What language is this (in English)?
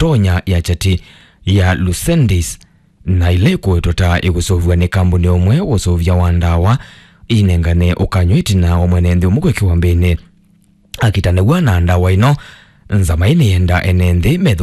Kamba